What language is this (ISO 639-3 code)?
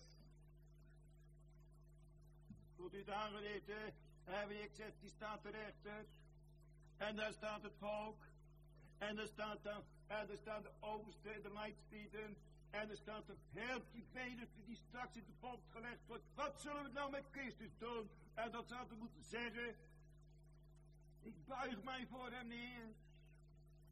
nld